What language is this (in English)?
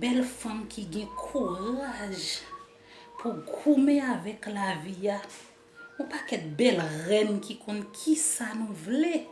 Haitian Creole